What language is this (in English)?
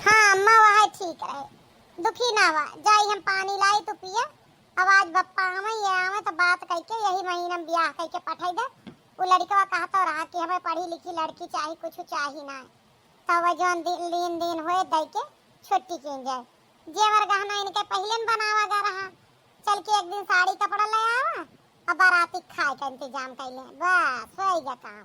Awadhi